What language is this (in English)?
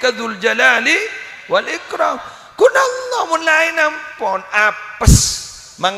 Madurese